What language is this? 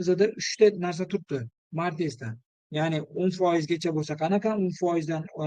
Uzbek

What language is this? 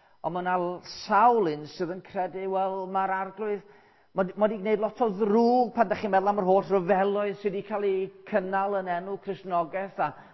Welsh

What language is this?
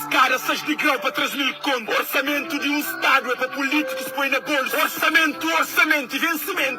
Kabuverdianu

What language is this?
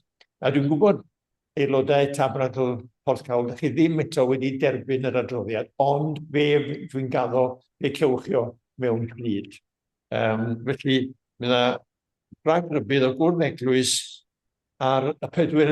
Welsh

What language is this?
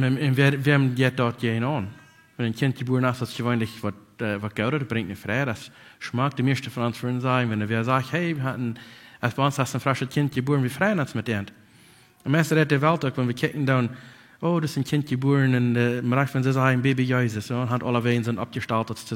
Plautdietsch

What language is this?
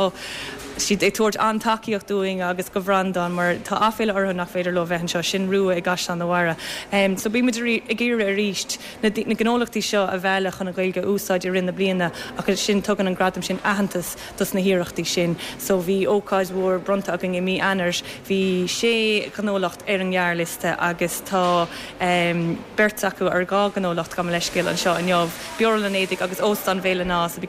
Irish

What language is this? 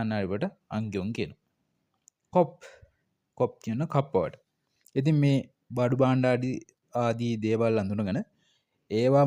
Sinhala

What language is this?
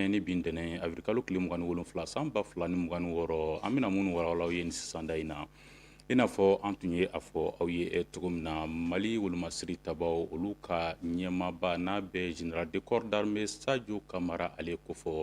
Bambara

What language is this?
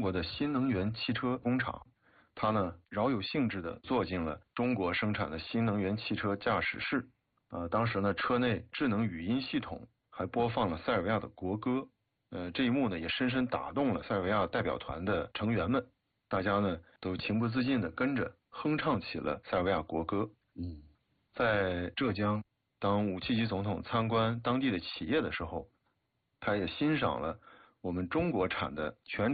Chinese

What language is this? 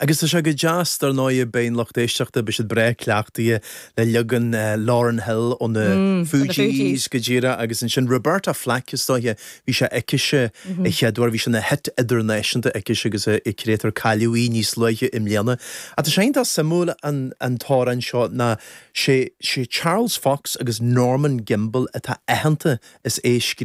Irish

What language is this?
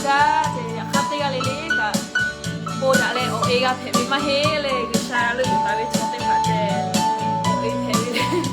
Lahu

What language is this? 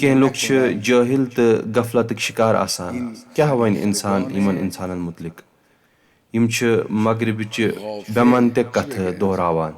Kashmiri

